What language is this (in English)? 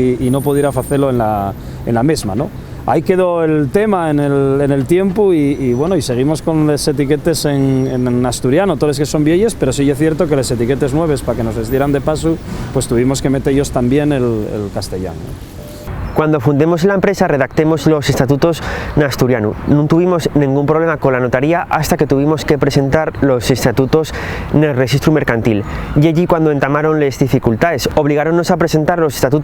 Asturian